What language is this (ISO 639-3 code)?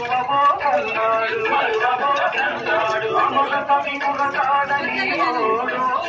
tel